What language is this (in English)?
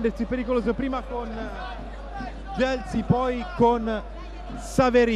Italian